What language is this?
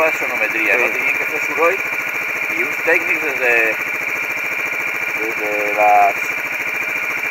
Catalan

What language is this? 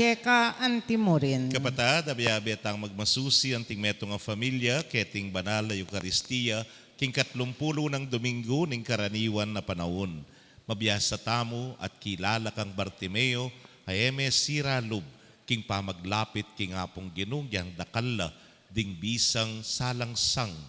Pampanga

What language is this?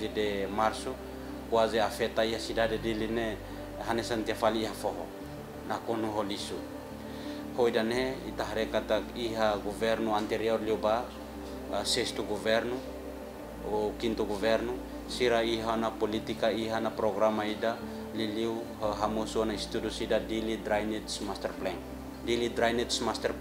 Tetum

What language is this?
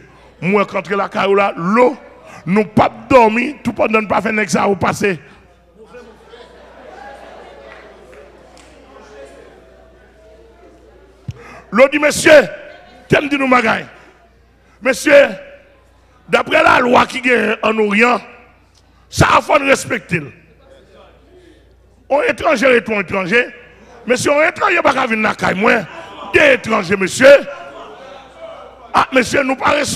French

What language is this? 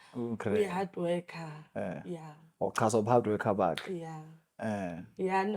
Zulu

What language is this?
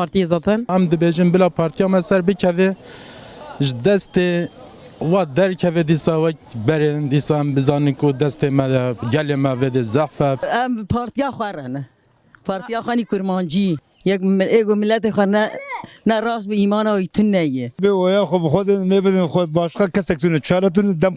Kurdish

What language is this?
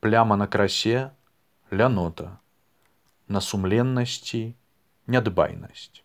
Belarusian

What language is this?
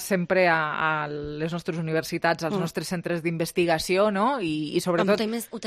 Catalan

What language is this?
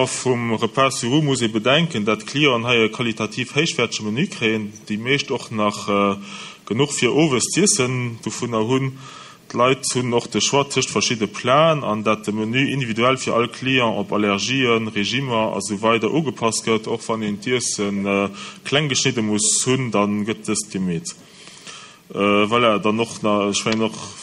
Luxembourgish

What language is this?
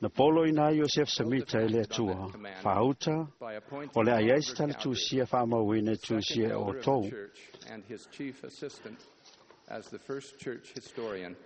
Samoan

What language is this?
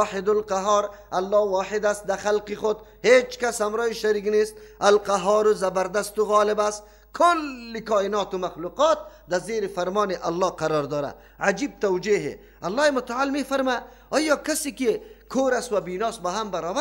Persian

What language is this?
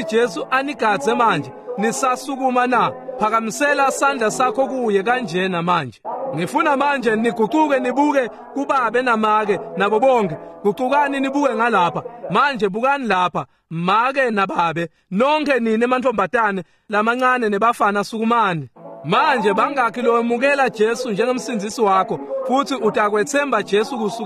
Swati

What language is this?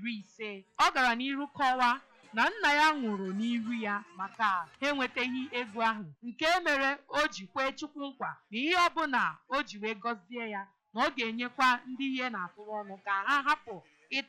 Igbo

